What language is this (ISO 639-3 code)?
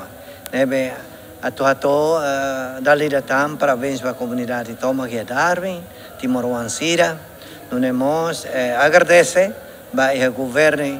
tet